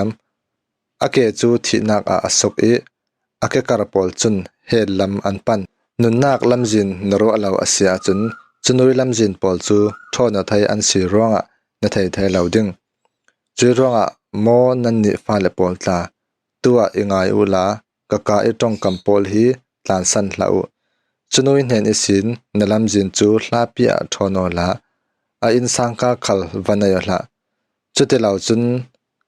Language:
Falam Chin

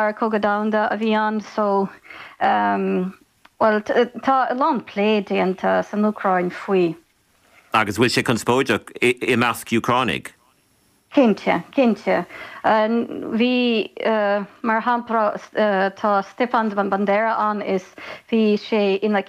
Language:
Irish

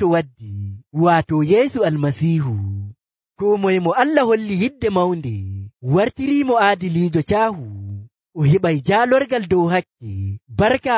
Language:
Nigerian Fulfulde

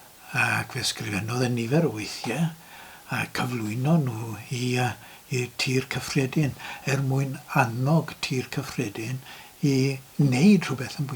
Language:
Welsh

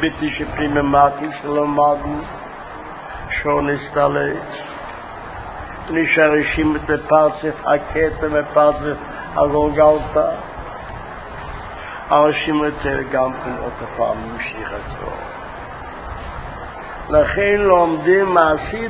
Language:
Hebrew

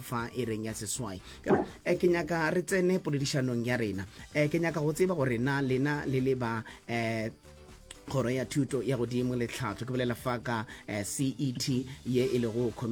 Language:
Northern Sotho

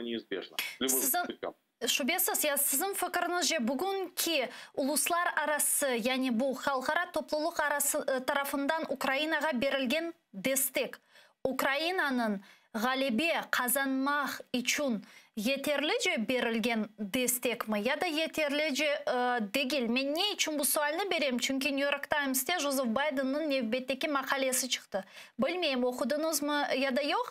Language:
Crimean Tatar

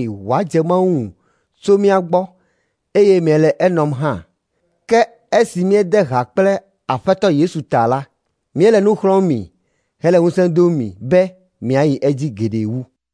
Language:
Ewe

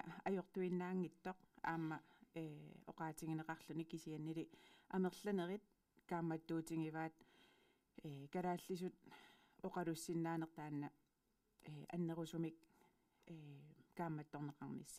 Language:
Kalaallisut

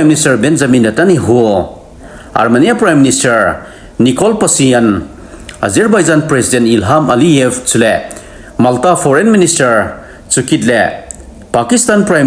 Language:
Thado Chin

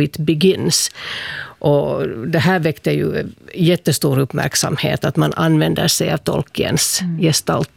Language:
Swedish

